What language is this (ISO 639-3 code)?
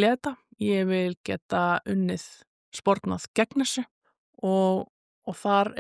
isl